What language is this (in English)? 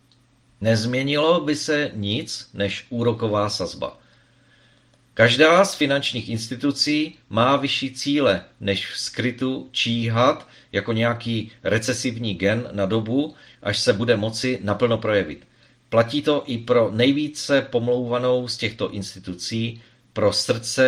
Czech